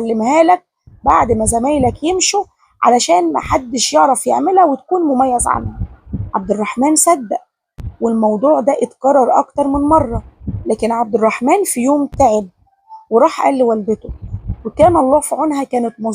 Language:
Egyptian Arabic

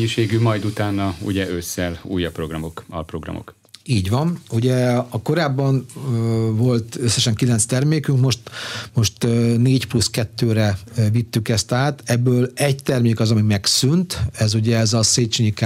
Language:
Hungarian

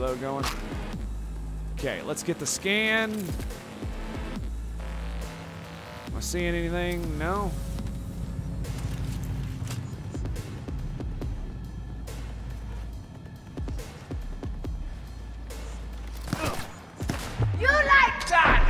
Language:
English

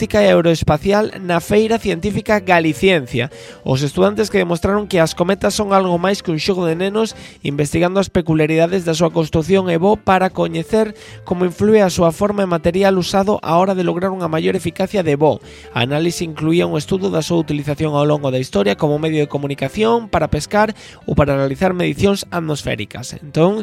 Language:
Galician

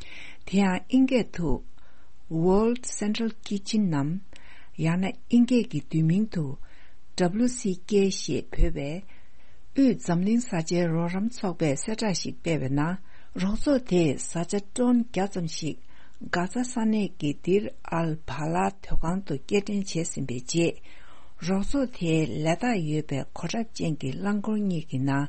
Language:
Tibetan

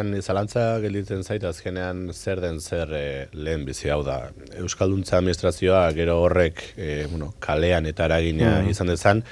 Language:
Basque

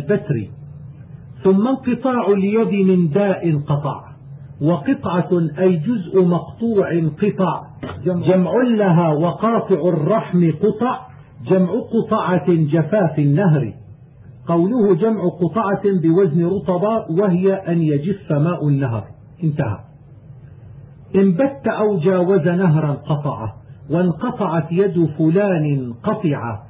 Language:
Arabic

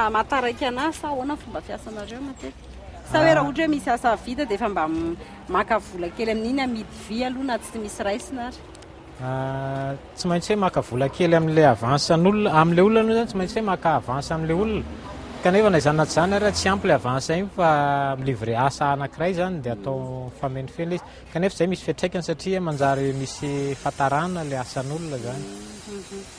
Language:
Malagasy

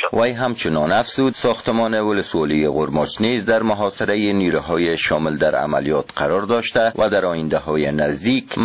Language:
Persian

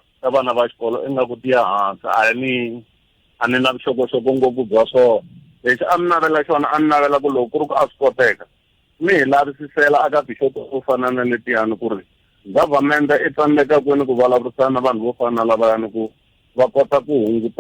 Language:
Tsonga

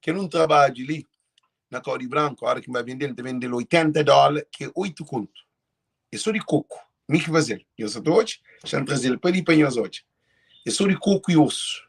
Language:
Kabuverdianu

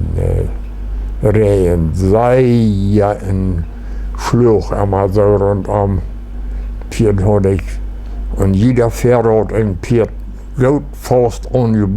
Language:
Plautdietsch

